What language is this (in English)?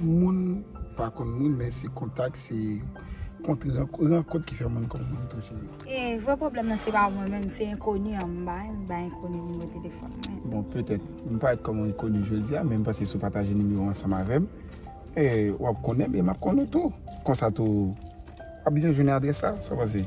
Haitian Creole